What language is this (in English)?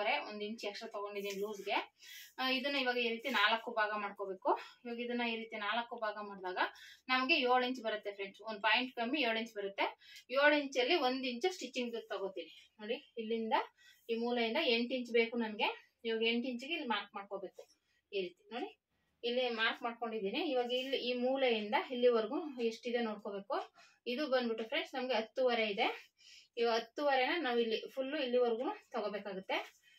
Kannada